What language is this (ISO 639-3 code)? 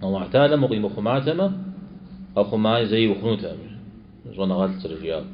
kbd